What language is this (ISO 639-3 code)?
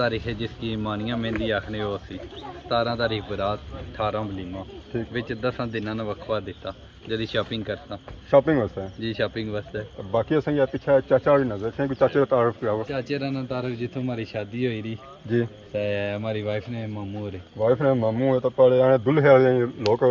phr